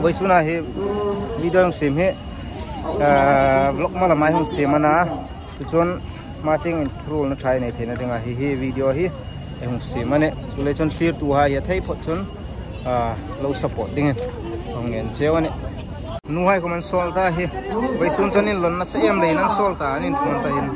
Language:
Hmar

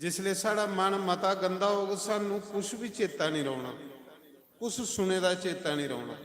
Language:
Dogri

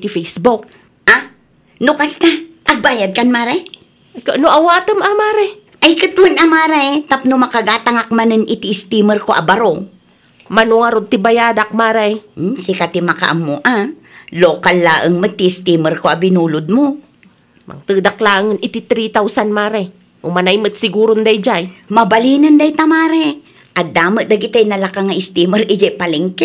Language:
Iloko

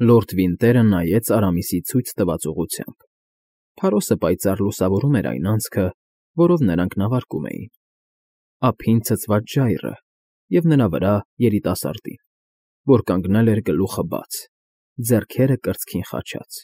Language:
Armenian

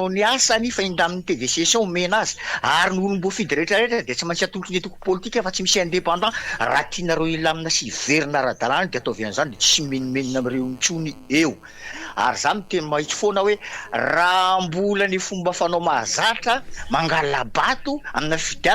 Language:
Malagasy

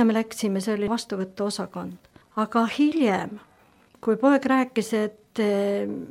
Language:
Estonian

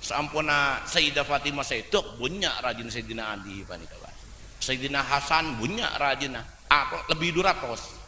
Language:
Madurese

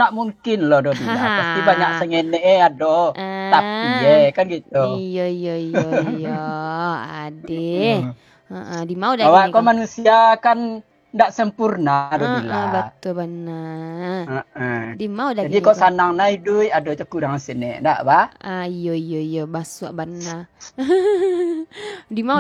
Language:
Minangkabau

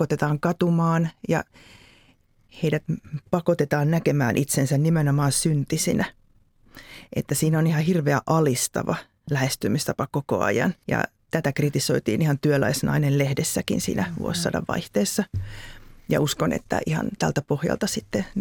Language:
Finnish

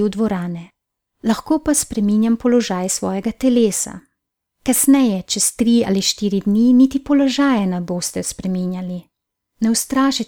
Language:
Slovenian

